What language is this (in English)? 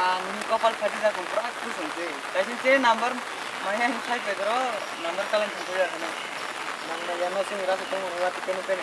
Kok Borok